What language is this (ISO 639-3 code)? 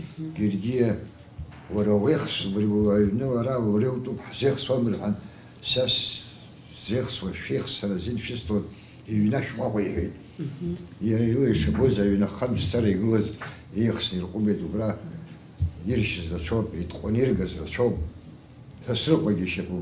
abk